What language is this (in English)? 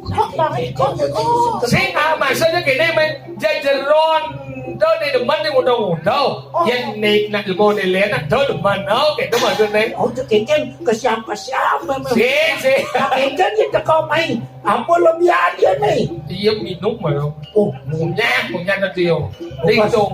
Balinese